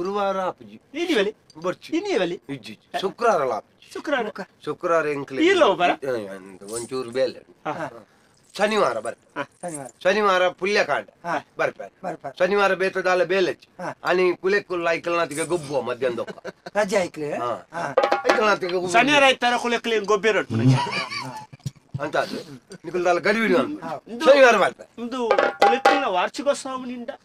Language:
Tulu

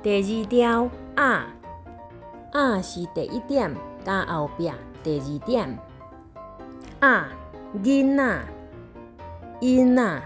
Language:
Min Nan Chinese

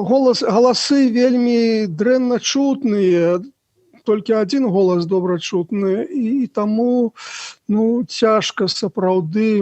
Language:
Belarusian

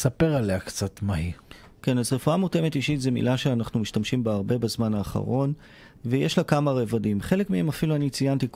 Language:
Hebrew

